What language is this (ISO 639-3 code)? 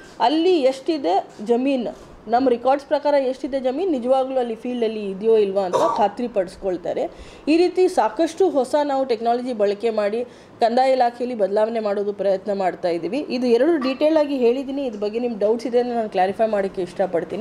kan